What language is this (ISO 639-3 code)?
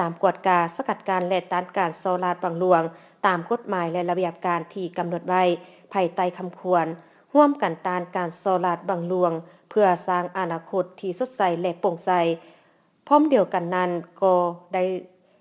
lao